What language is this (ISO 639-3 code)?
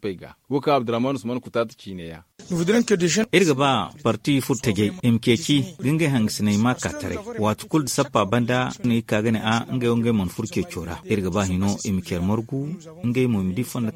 dje